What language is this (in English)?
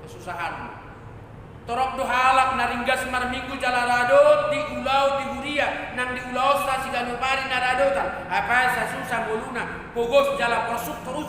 Batak Toba